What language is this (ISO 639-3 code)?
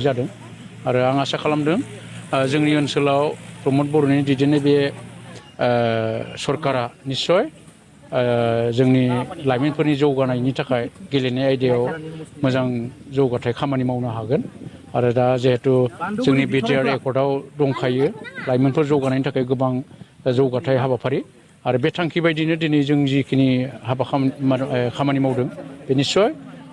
brx